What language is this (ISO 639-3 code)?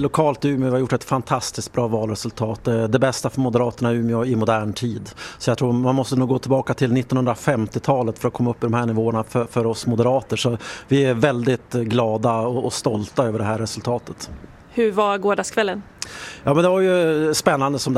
swe